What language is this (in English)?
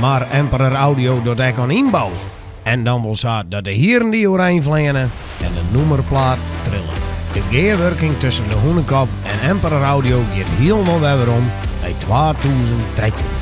Western Frisian